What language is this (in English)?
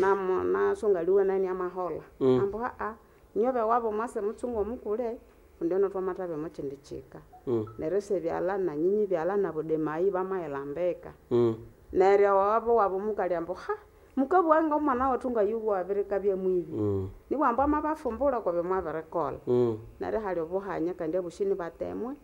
Nande